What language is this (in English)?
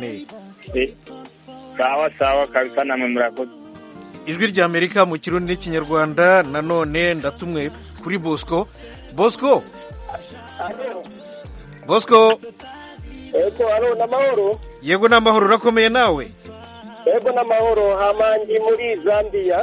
Kinyarwanda